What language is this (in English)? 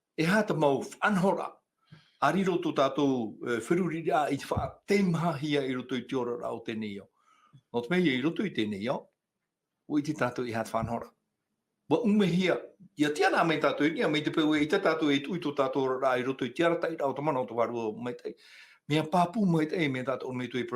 Tahitian